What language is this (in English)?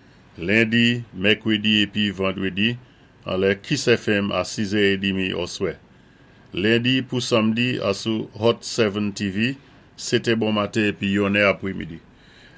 Saint Lucian Creole French